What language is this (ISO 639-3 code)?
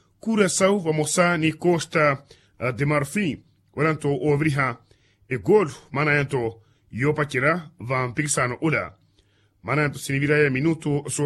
vmw